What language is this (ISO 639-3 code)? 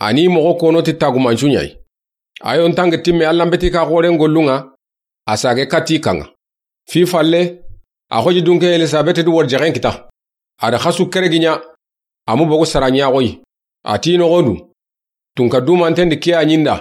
snk